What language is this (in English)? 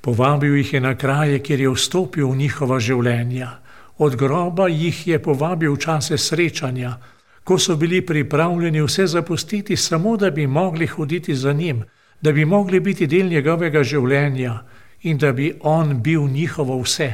Slovenian